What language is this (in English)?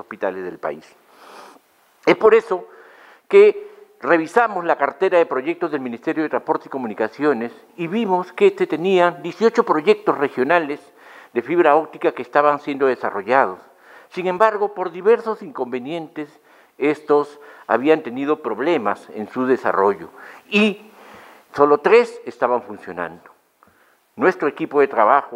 Spanish